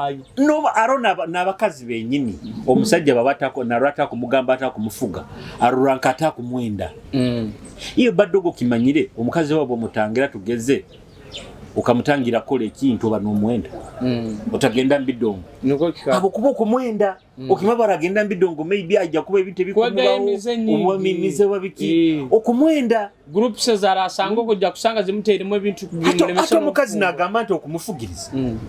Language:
Nyoro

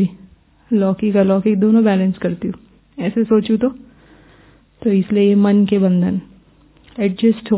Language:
Hindi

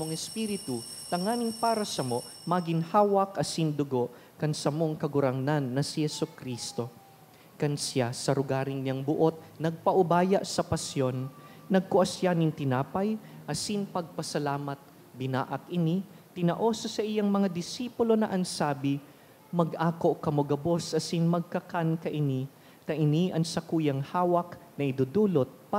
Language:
Bikol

